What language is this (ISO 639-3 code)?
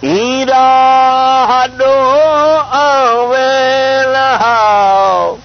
skr